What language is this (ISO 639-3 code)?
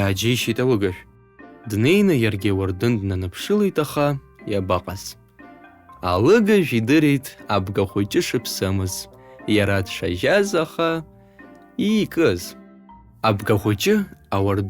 abk